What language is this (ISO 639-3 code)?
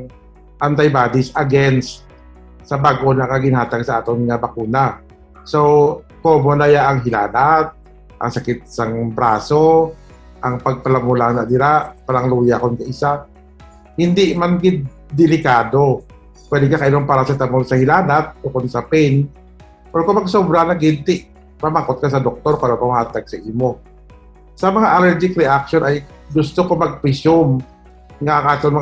hil